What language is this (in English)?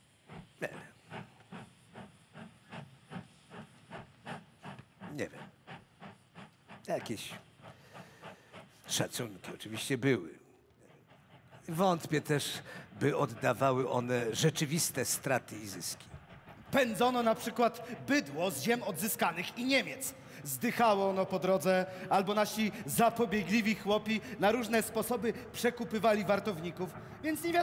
Polish